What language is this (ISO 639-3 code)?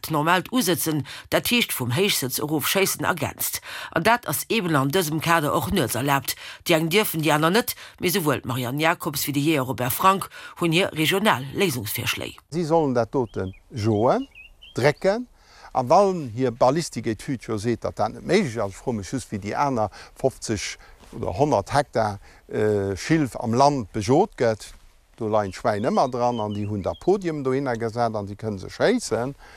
ltz